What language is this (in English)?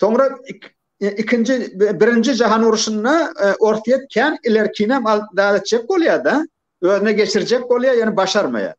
Turkmen